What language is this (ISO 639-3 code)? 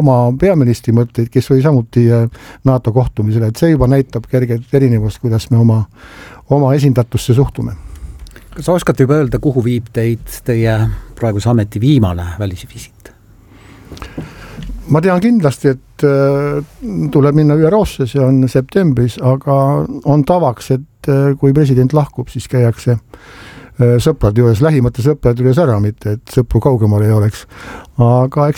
est